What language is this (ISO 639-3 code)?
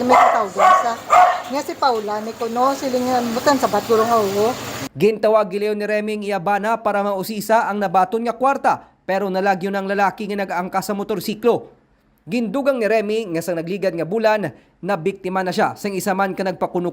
hil